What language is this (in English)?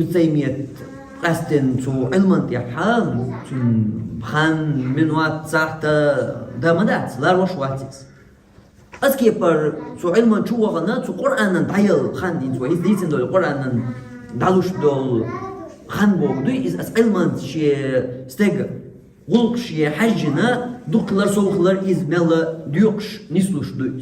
Chechen